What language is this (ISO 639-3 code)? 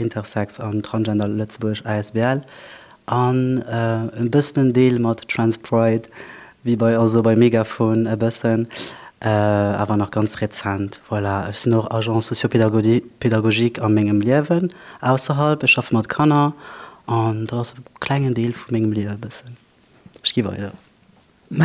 ltz